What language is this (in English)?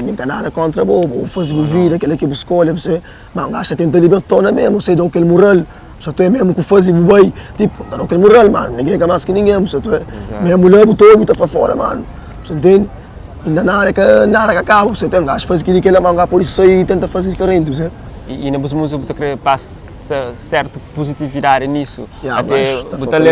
Kabuverdianu